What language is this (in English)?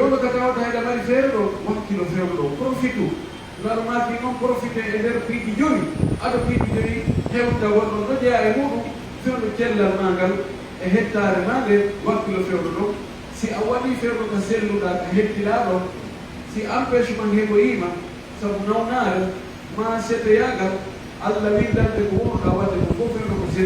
Pular